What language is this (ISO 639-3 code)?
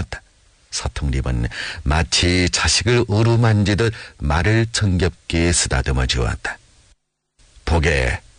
kor